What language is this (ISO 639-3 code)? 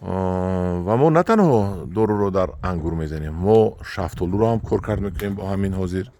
tgk